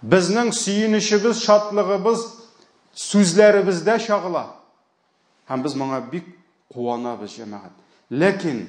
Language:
Tatar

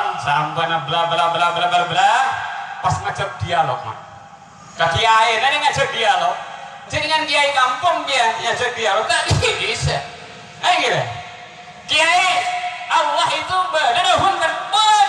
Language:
Madurese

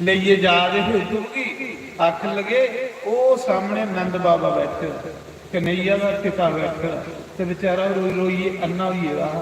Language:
Dogri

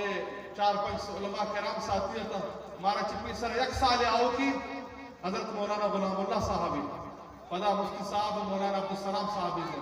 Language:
Eastern Balochi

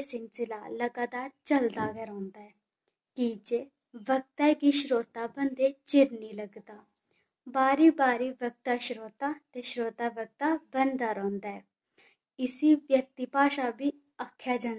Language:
Dogri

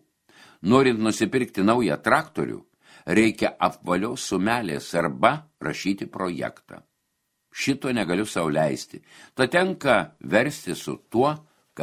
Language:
Lithuanian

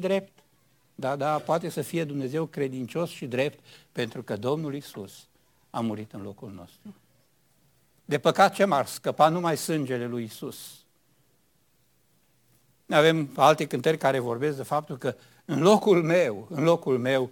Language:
Romanian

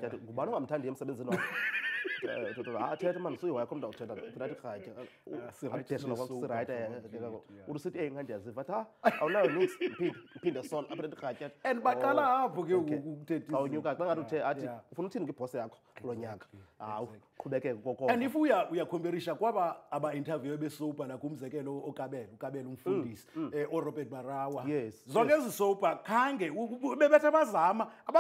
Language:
Xhosa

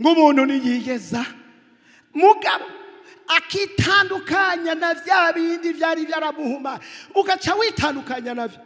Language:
Rundi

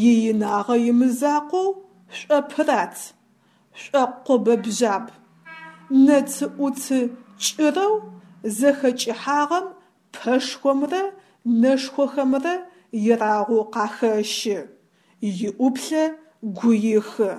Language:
Adyghe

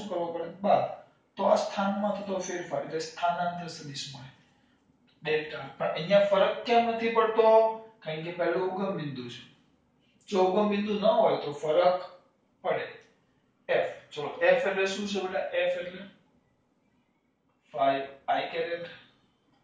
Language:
Gujarati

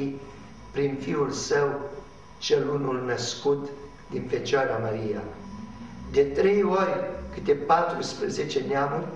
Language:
Romanian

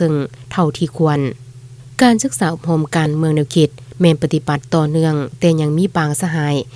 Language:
Lao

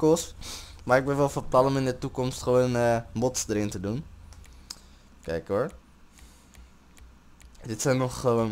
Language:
Dutch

